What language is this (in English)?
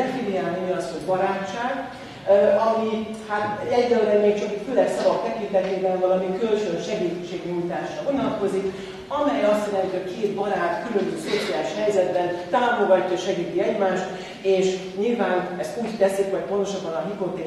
Hungarian